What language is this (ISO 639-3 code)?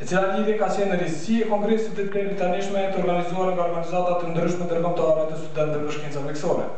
sqi